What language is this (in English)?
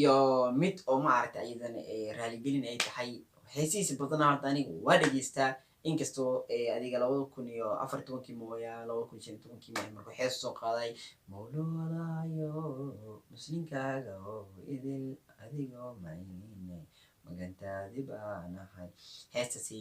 Somali